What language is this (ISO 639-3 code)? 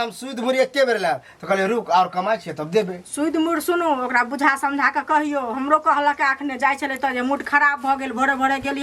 mai